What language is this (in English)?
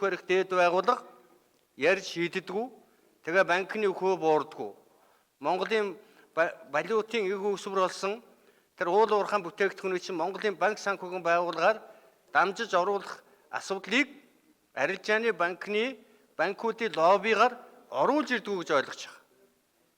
Mongolian